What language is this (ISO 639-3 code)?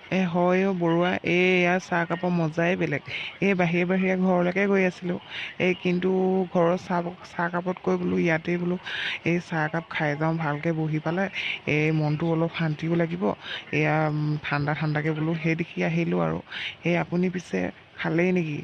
asm